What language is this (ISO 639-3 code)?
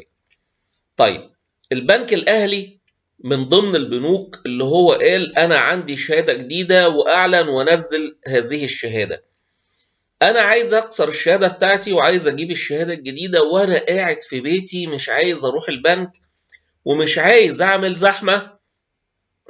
arz